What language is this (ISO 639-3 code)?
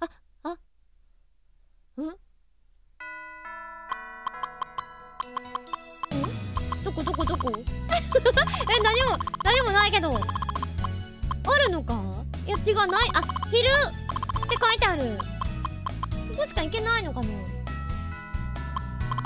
jpn